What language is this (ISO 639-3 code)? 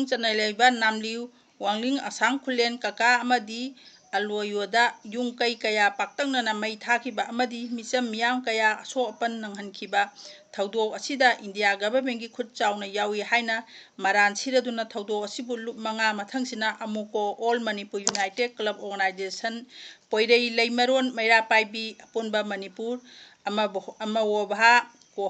mni